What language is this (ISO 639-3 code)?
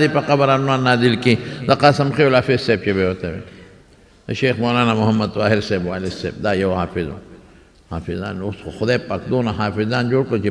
pus